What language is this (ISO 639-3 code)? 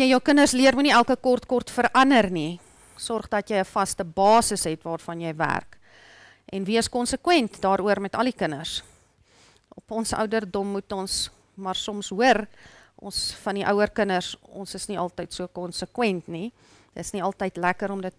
afr